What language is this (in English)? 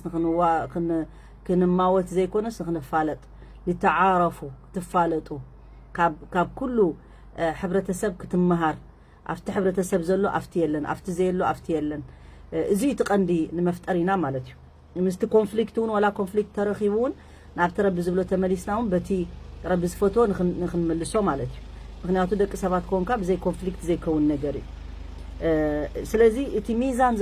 Tigrinya